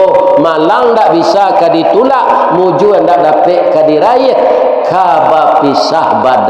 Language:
Minangkabau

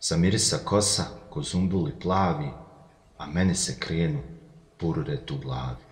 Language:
Bosnian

